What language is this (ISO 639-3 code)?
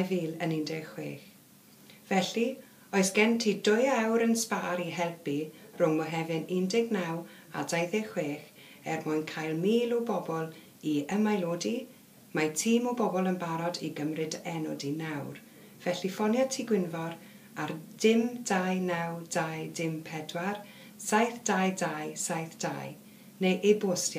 cym